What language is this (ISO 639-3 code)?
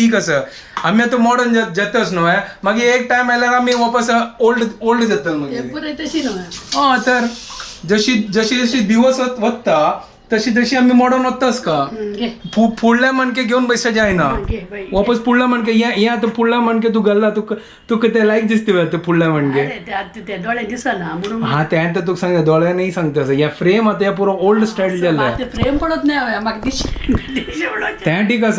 kok